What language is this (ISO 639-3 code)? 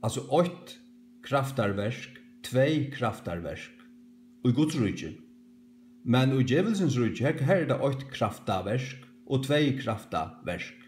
fao